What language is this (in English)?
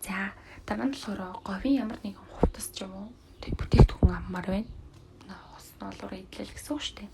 Mongolian